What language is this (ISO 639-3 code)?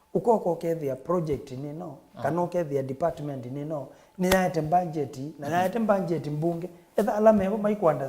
kam